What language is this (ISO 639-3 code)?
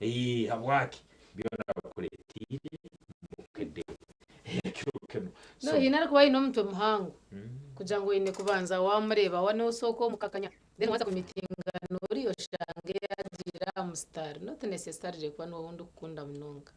nyn